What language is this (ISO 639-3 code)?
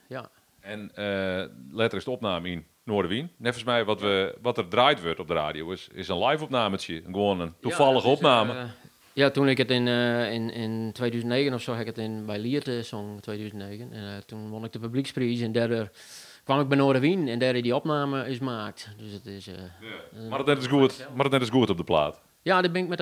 fry